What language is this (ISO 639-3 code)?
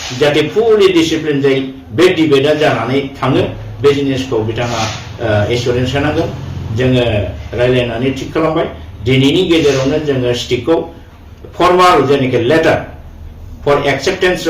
brx